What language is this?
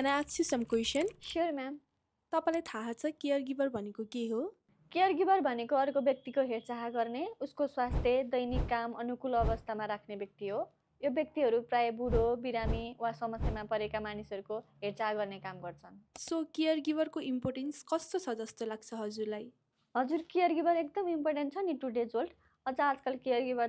Nepali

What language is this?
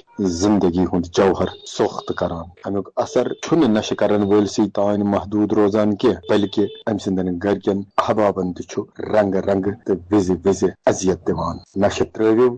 Kashmiri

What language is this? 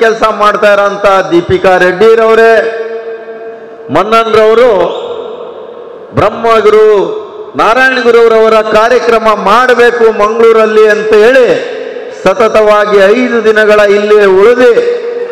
Kannada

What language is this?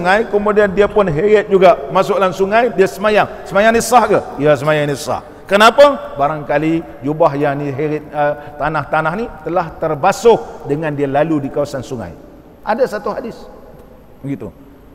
Malay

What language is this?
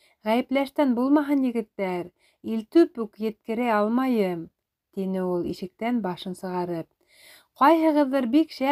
Bashkir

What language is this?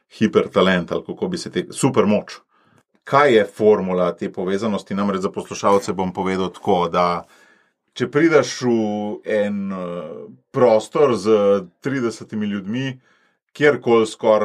Slovenian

